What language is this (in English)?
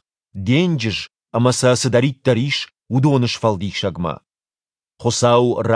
Ossetic